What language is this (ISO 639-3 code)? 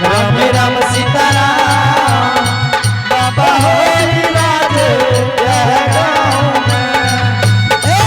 anp